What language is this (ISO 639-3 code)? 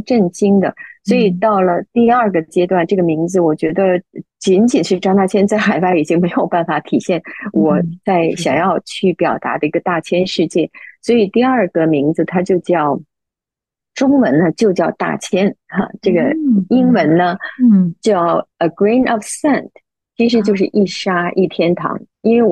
zho